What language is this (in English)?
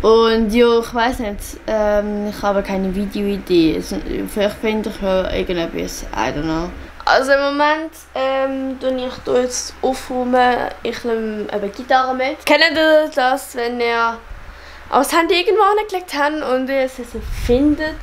Swiss German